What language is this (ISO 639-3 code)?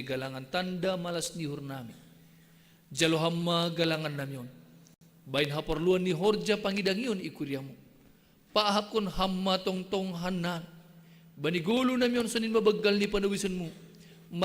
bts